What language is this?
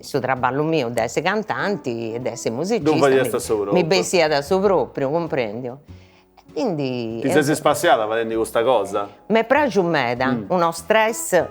Sardinian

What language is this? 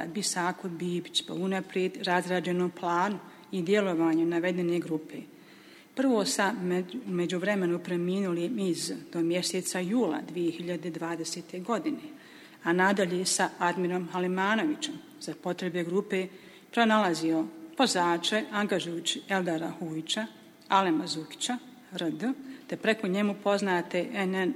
Bosnian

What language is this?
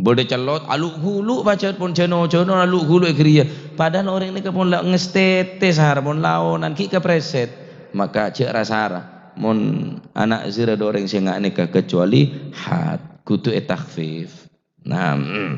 Madurese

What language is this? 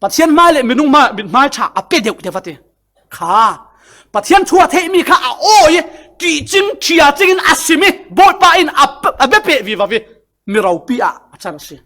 Falam Chin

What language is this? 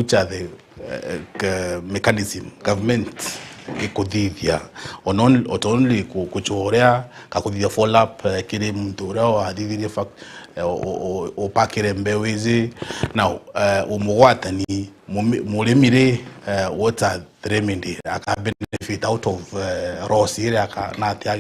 Meru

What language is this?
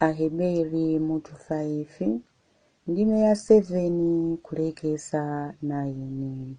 Nyanja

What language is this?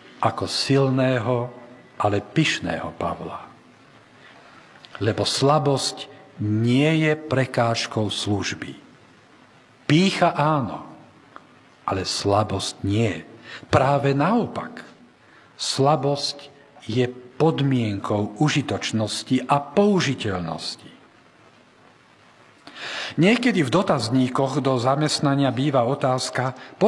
Slovak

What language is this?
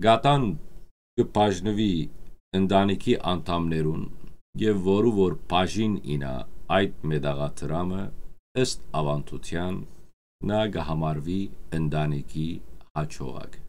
Western Armenian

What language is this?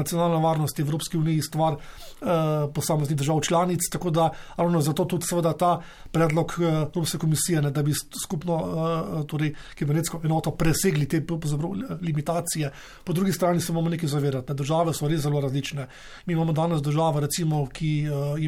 Slovenian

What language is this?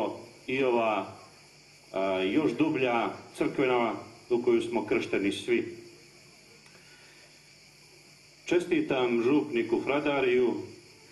Croatian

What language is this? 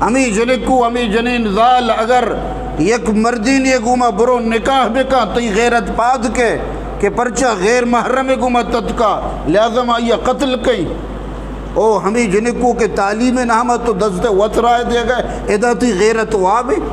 Eastern Balochi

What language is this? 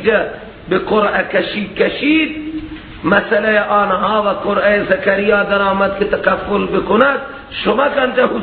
Persian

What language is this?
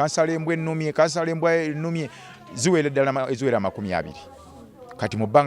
Ganda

